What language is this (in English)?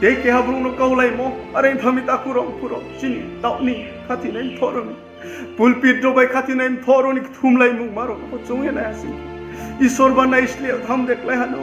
Riang (India)